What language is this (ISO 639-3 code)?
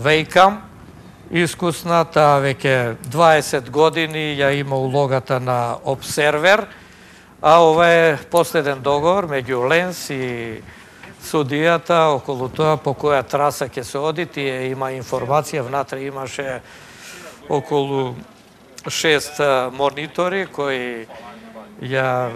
mkd